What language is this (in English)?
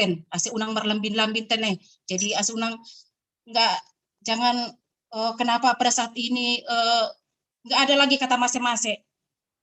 Batak Simalungun